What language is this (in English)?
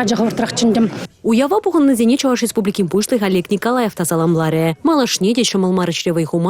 Chuvash